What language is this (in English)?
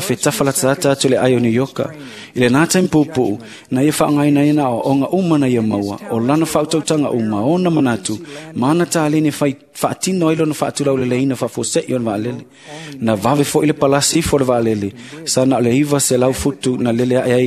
Samoan